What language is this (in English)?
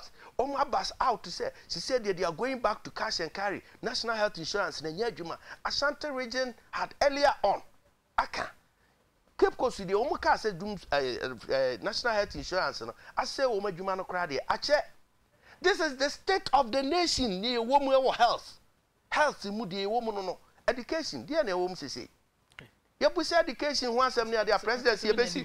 Akan